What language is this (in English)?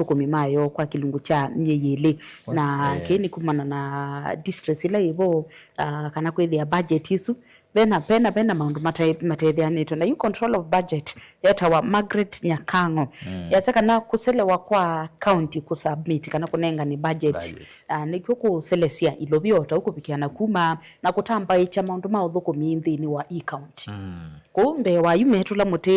Kamba